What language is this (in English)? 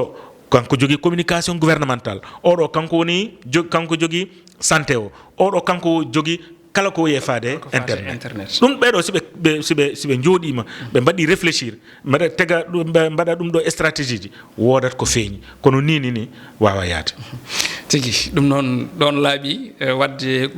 Fula